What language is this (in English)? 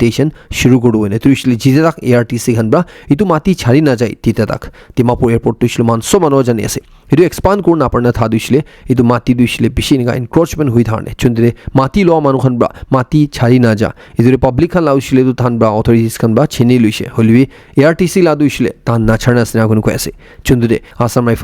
Naga Pidgin